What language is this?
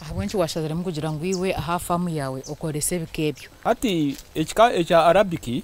Nyankole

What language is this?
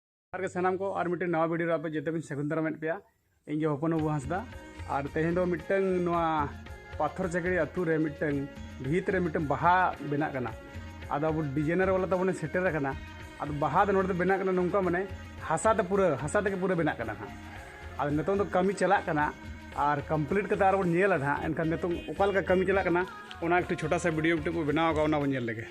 Santali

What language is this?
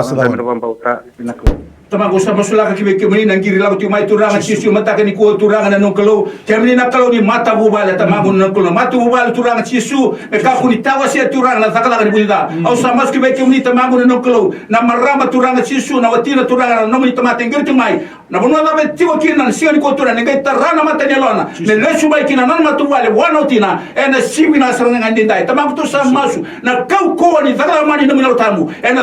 Fijian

